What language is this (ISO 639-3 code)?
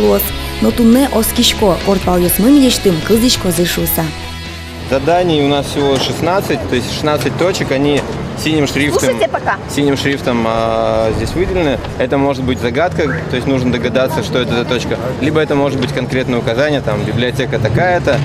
udm